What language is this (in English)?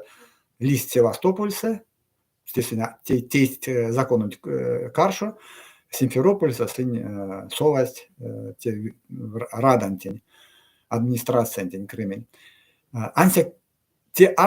Erzya